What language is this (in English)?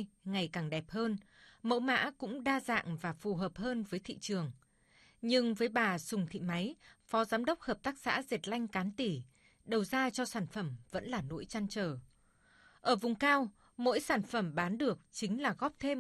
Vietnamese